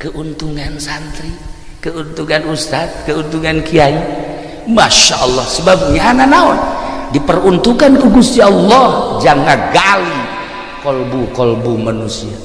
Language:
Sundanese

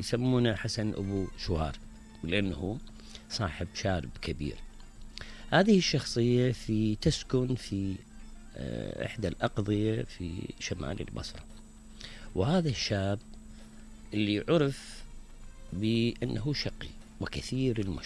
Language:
Mesopotamian Arabic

